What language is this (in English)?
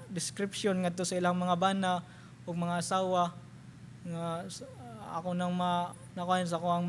Cebuano